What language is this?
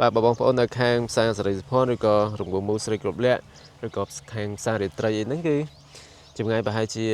Khmer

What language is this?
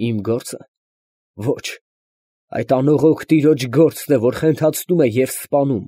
Armenian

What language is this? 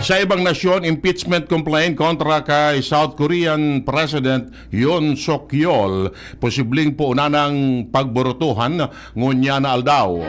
Bikol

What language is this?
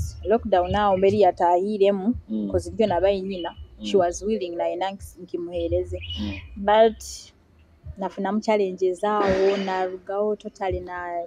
Nyoro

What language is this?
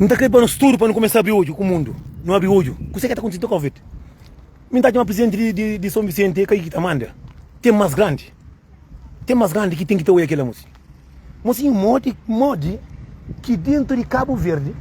Kabuverdianu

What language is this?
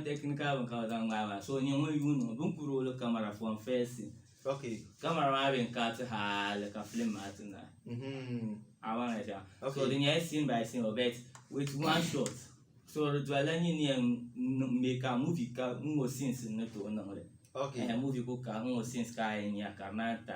Dagbani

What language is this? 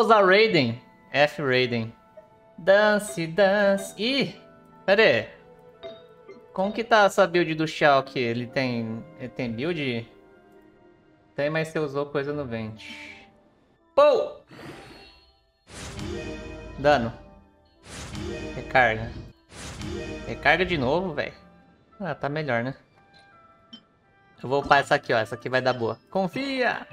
Portuguese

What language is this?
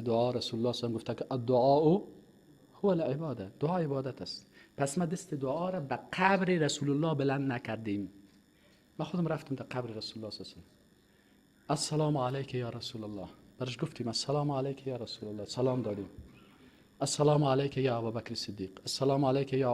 Persian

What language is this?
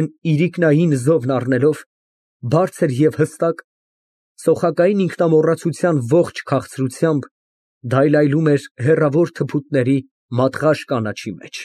Armenian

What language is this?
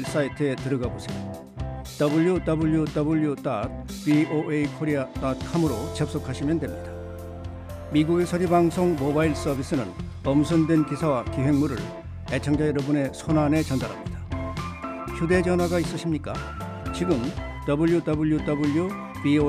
Korean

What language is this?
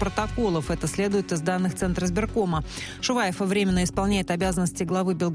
Russian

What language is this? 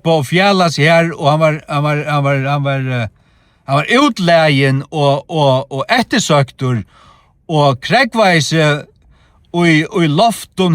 Faroese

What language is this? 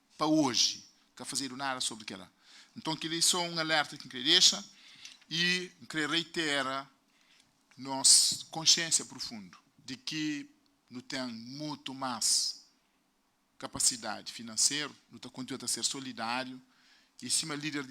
Kabuverdianu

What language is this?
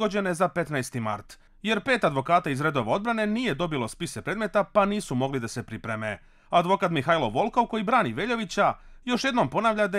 Croatian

